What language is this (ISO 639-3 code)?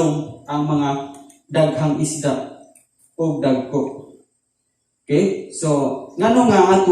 ceb